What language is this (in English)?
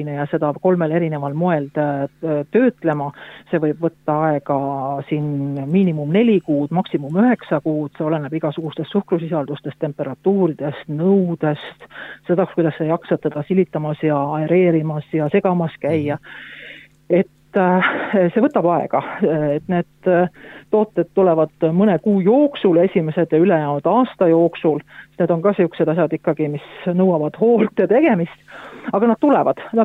Estonian